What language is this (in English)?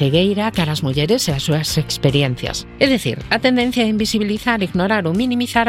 Galician